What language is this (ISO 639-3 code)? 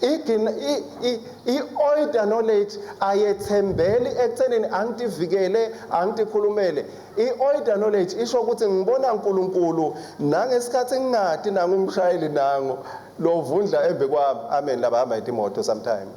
ssw